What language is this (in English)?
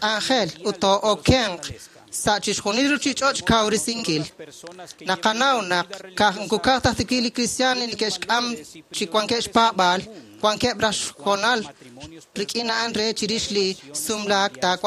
Kekchí